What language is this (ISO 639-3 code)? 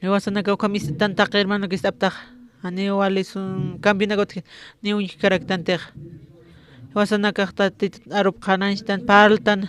aym